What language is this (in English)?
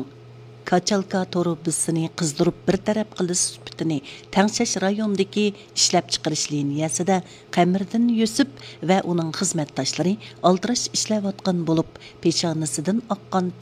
Uyghur